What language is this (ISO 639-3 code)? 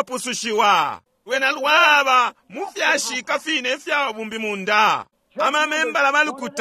bem